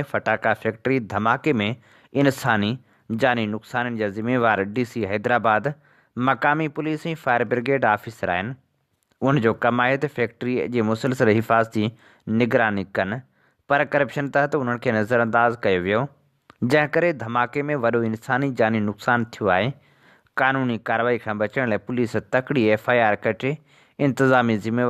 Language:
Sindhi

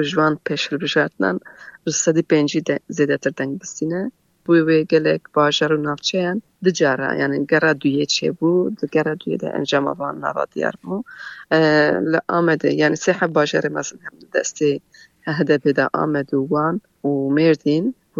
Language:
Kurdish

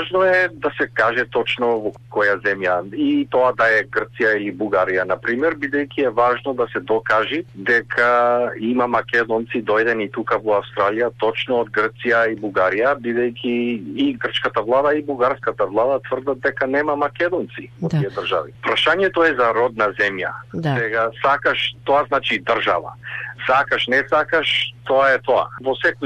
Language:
Macedonian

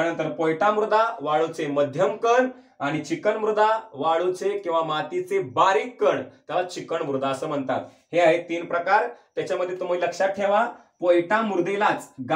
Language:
Marathi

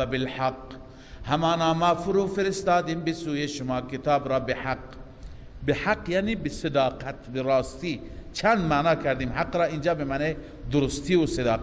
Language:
Persian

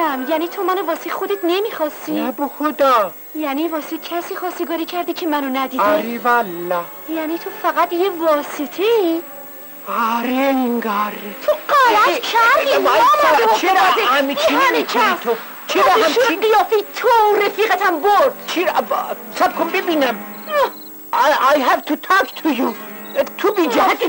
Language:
Persian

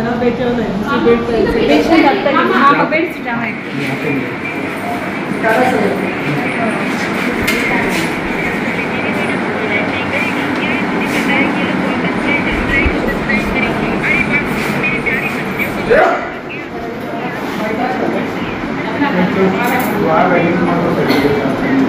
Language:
Marathi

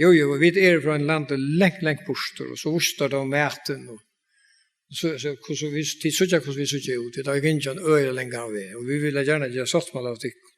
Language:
Faroese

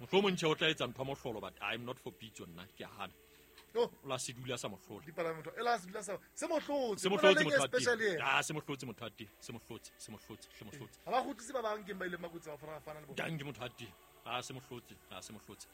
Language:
Southern Sotho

